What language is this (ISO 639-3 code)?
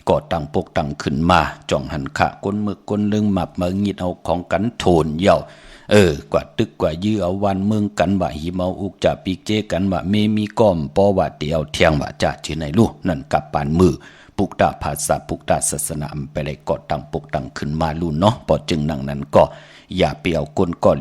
shn